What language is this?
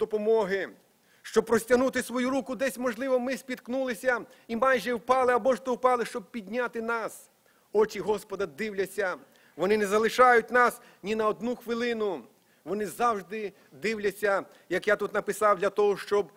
Ukrainian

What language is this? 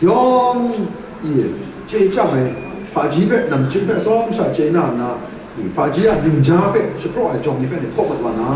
Kachin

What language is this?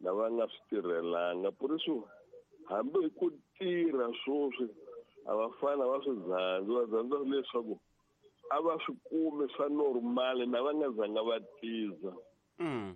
Tsonga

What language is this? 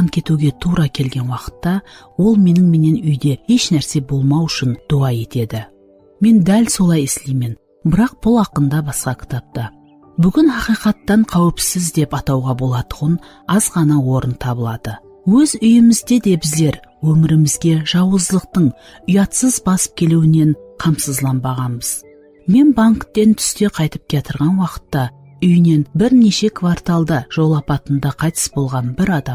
Kara-Kalpak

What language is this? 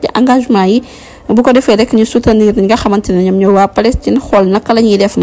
Wolof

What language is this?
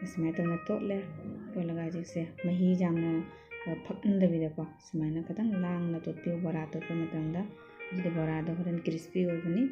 Manipuri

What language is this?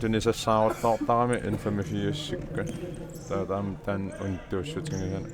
Kalaallisut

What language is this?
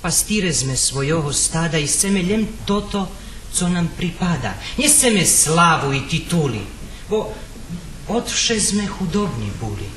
Rusyn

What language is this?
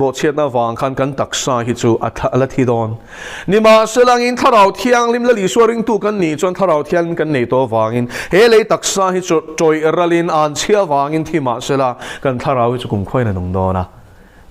Mizo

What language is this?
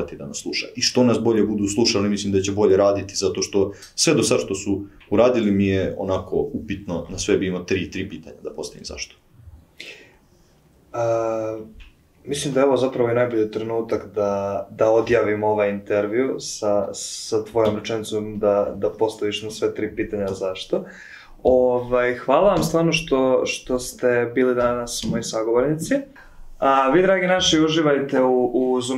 Serbian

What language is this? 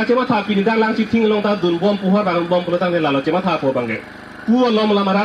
Karbi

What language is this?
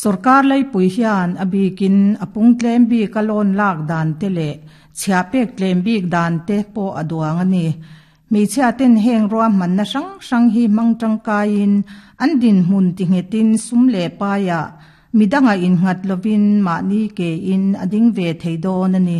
Mizo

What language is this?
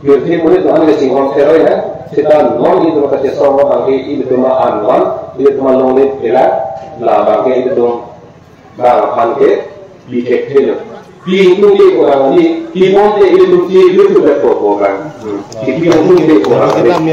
Karbi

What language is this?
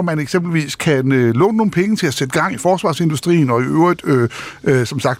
Danish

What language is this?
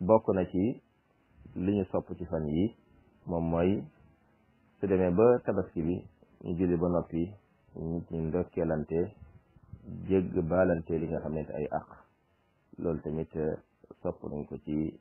Wolof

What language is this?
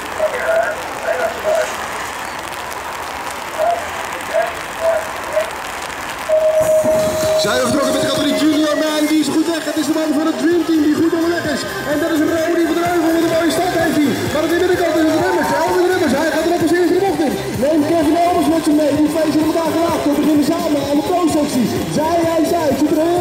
Dutch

